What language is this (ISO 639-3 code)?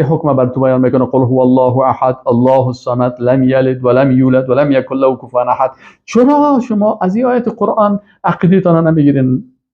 fas